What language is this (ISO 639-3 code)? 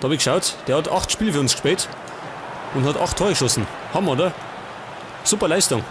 bar